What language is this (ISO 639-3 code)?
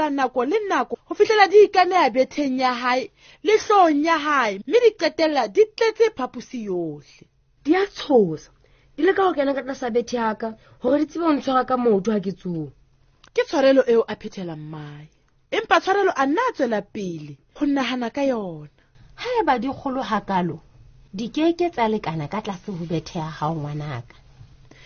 sot